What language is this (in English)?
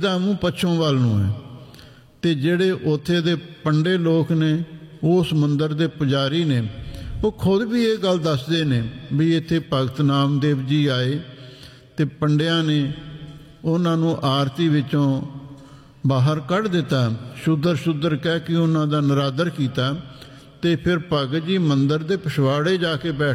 Punjabi